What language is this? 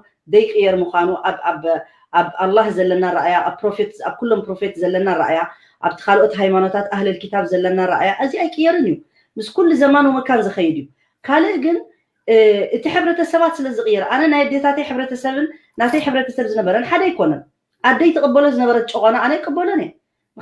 Tigrinya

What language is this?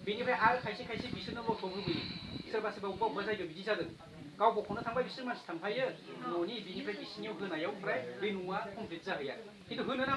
Bodo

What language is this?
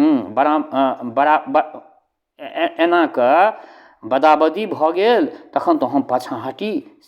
Maithili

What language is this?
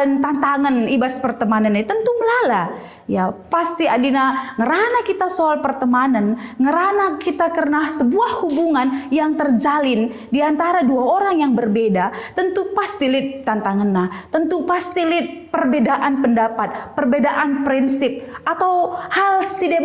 Batak Karo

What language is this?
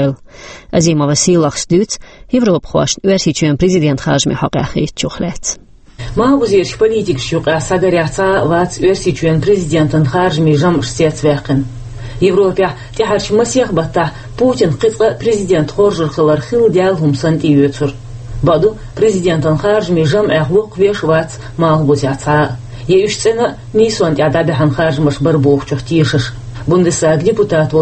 Chechen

